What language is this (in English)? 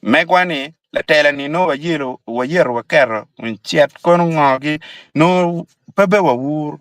Acoli